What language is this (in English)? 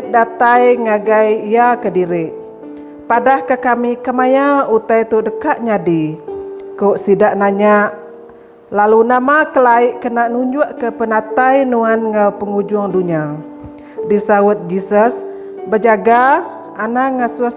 Iban